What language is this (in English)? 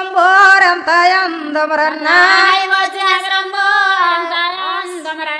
Telugu